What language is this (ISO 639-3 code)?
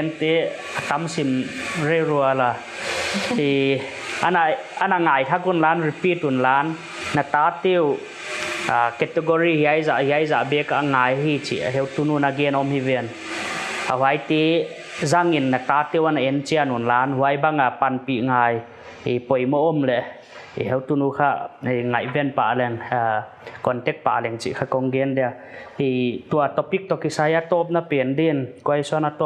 pck